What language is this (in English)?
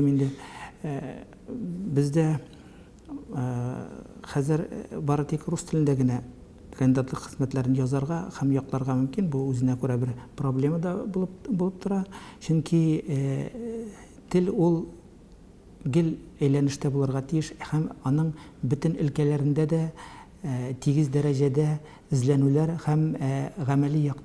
Tatar